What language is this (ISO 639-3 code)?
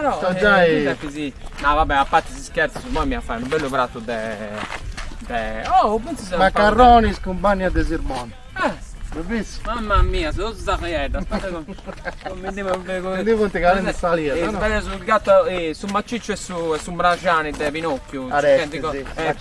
srd